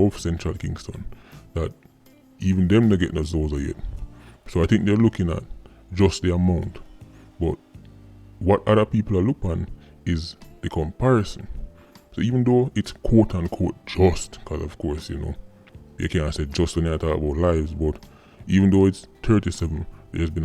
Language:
Jamaican Creole English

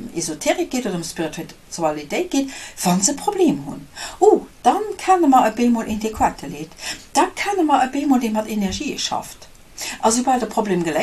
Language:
Luxembourgish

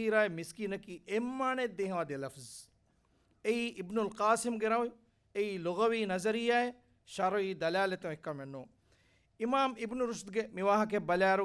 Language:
Divehi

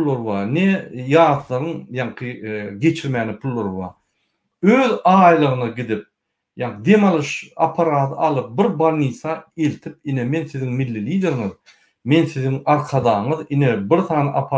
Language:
Turkmen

